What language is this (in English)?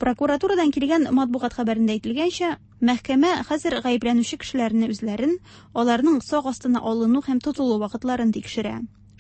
Tatar